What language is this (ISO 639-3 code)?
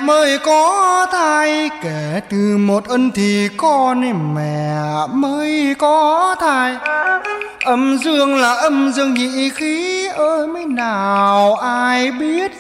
vie